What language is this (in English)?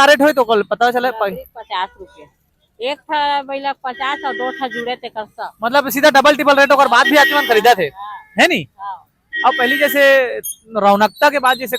Chhattisgarhi